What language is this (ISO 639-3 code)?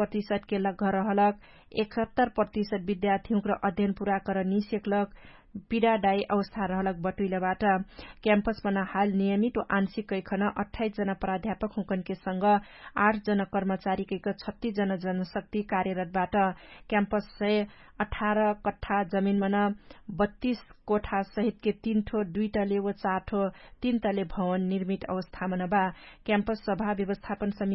thl